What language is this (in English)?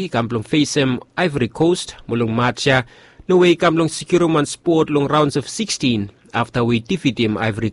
Bislama